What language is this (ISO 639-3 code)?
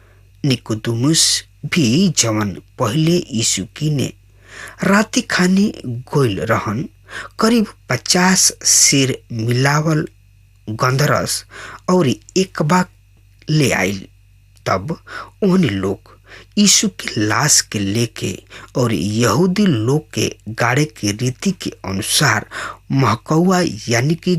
bho